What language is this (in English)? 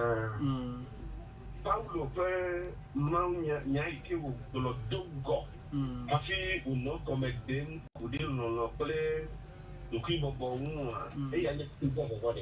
Ewe